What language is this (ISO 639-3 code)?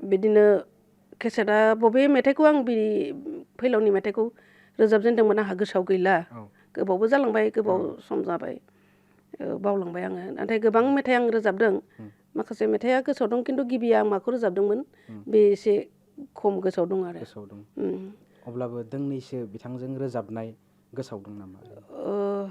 brx